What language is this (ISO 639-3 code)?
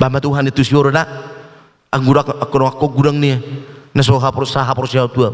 bbc